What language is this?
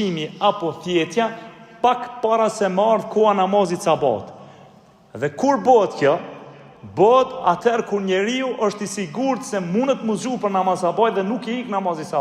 Albanian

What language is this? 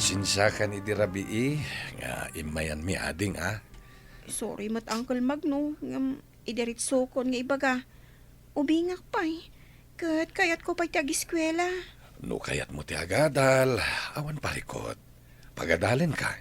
Iloko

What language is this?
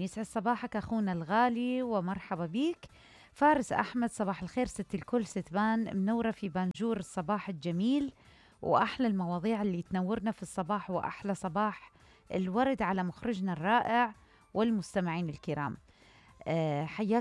Mesopotamian Arabic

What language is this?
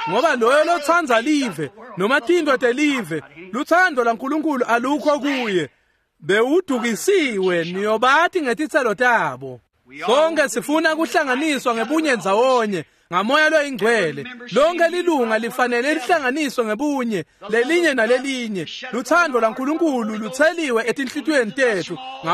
Swati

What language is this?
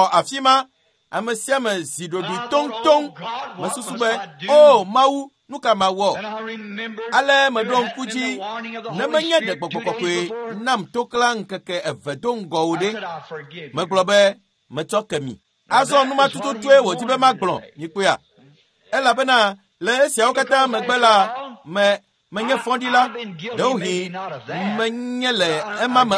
Ewe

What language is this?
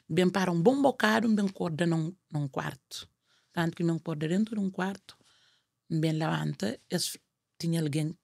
Kabuverdianu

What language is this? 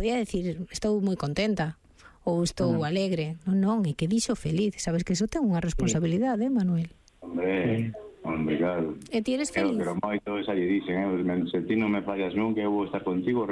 Galician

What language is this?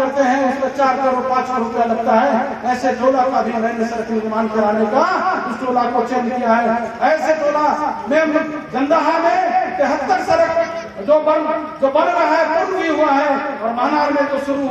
Hindi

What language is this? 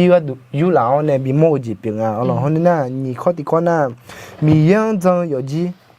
Akha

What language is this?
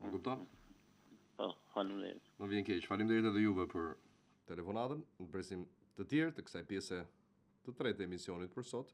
Albanian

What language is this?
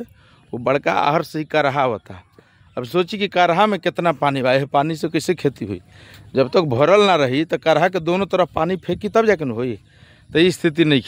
Bhojpuri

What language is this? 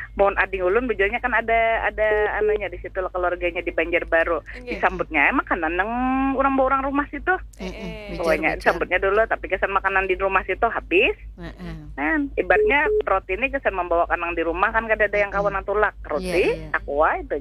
Banjar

